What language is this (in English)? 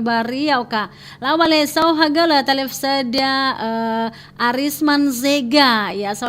Nias